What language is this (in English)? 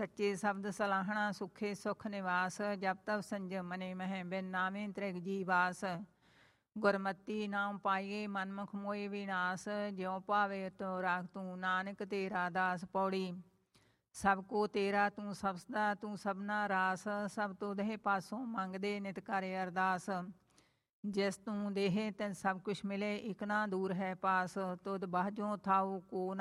Punjabi